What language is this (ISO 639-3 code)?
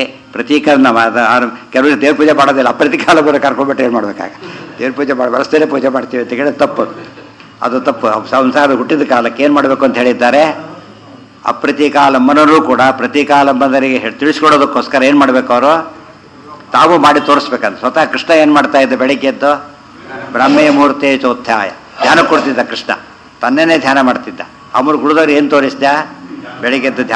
kan